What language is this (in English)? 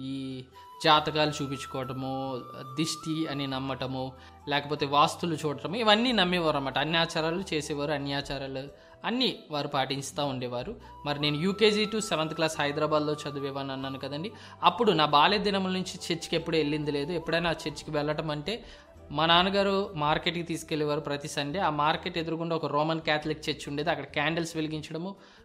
Telugu